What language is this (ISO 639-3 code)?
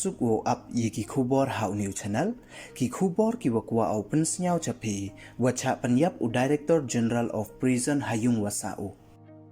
pbv